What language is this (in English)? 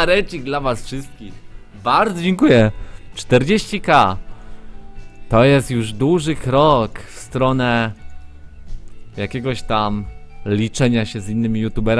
Polish